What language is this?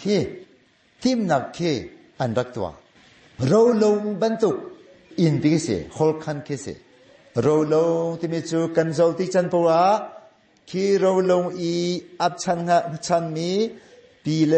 Hakha Chin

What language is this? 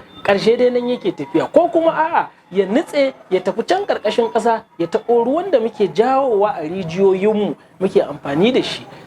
Hausa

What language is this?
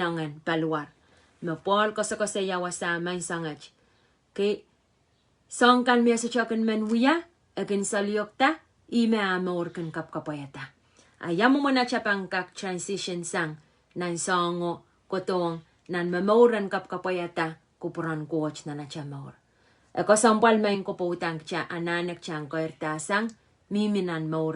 Pohnpeian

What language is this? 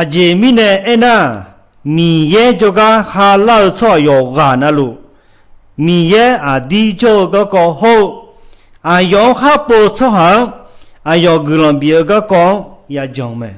Akha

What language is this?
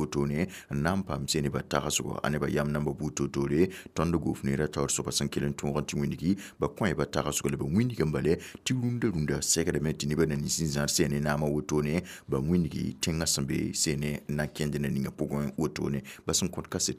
Mossi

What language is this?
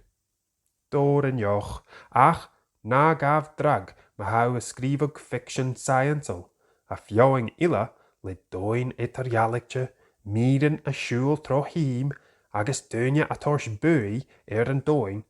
Scottish Gaelic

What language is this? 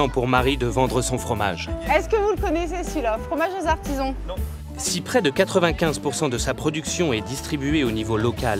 French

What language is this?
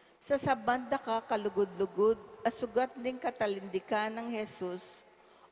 Pampanga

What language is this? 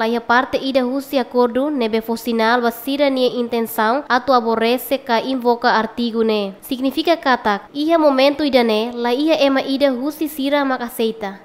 Tetum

